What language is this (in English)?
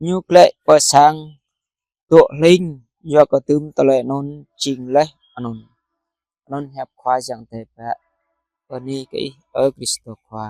Jarai